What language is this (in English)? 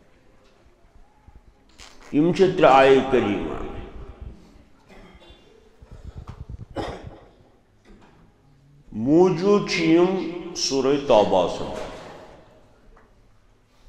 Kashmiri